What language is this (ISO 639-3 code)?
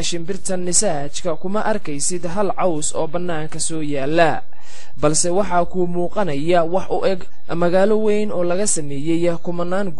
som